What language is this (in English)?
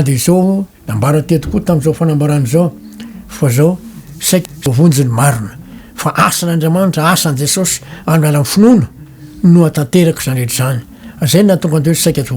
Malagasy